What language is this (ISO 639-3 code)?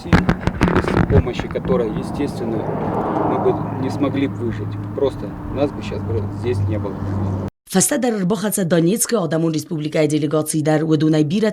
oss